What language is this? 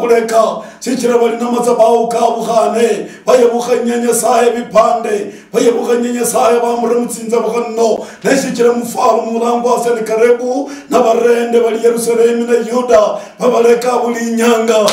Luyia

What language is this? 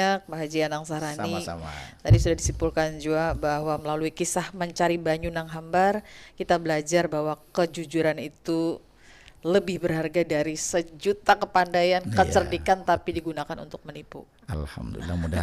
Banjar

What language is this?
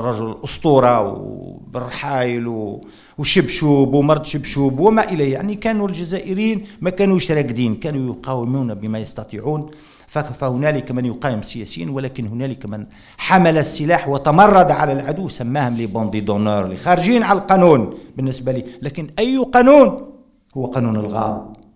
Algerian Arabic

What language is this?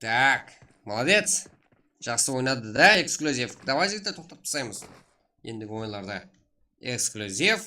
Kara-Kalpak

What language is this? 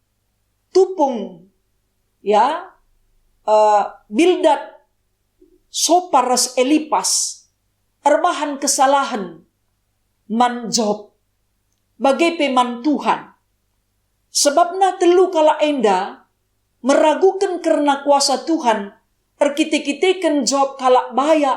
Batak Karo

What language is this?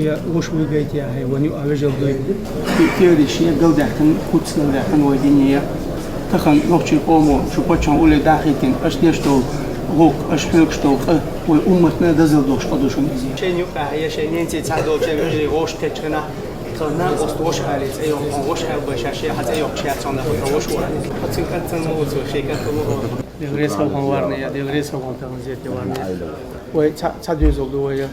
Chechen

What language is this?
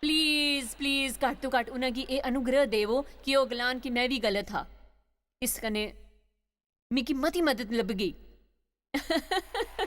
Dogri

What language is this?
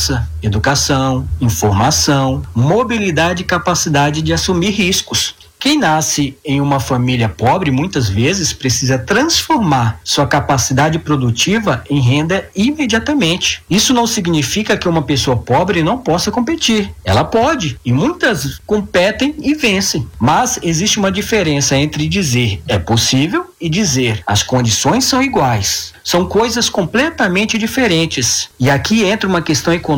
Portuguese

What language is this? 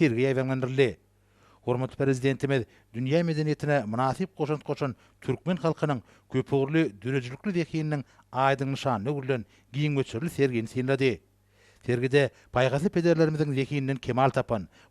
Turkmen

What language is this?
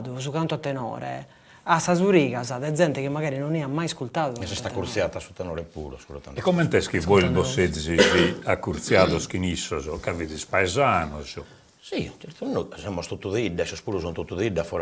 Sardinian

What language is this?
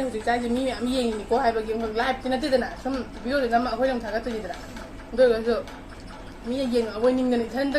Manipuri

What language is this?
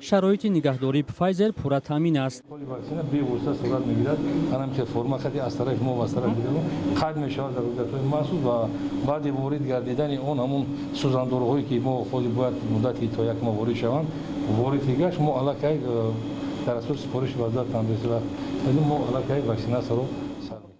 Tajik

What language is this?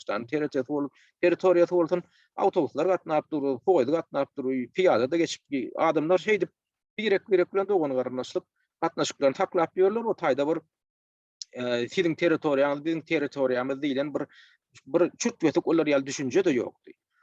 Turkmen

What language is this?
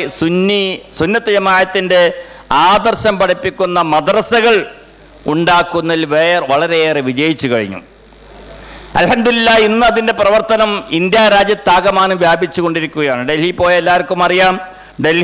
Malayalam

